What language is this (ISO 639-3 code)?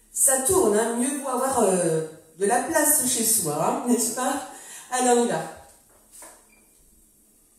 fra